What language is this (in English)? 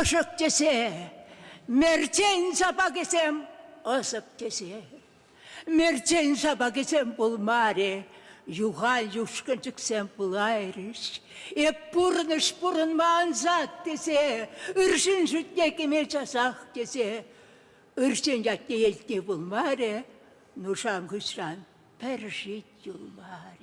Chuvash